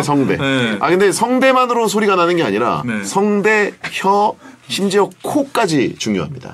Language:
Korean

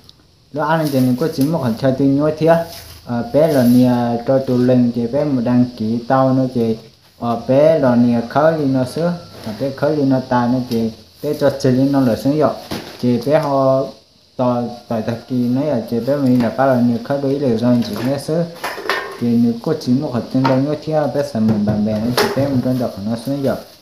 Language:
Hmong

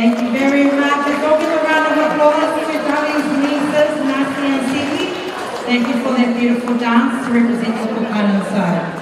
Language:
Samoan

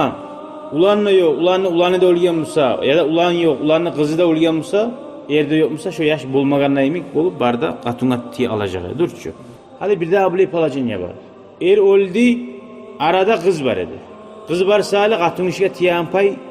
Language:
Kumyk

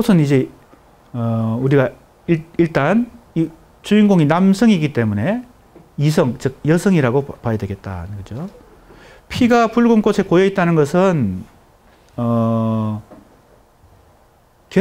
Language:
Korean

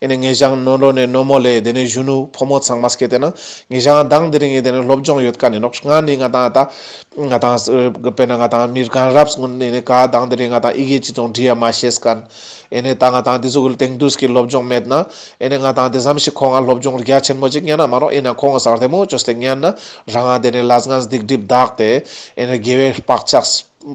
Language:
Ladakhi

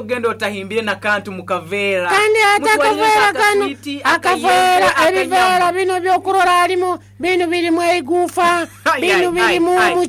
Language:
Nyoro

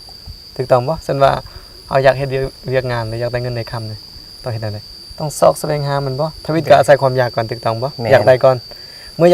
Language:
Lao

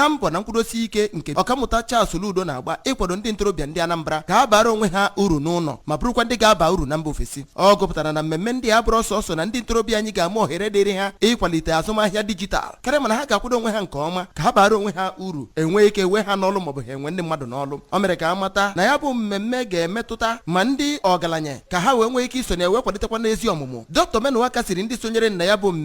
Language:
Igbo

